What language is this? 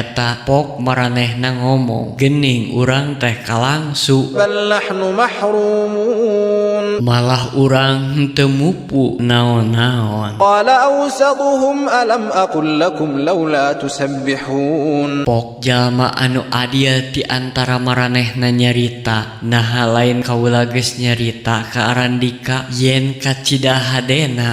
Sundanese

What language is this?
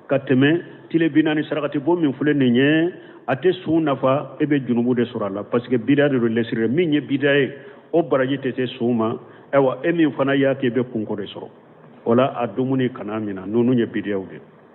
Bambara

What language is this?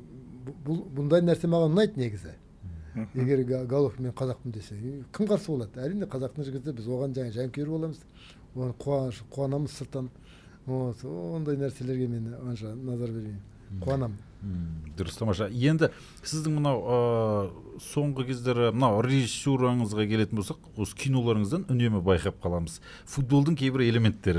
Kazakh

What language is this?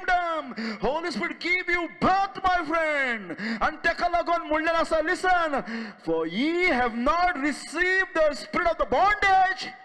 Konkani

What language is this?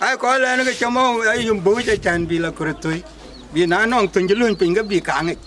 Dinka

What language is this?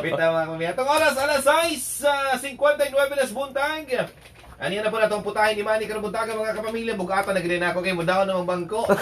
Cebuano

